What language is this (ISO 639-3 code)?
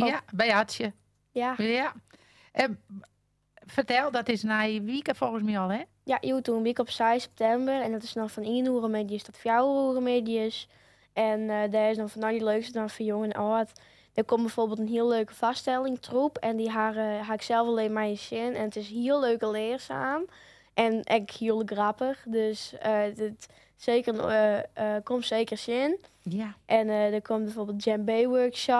fry